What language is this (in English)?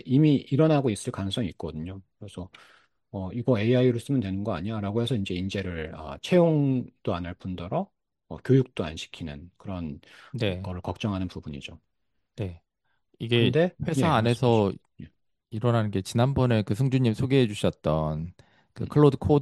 Korean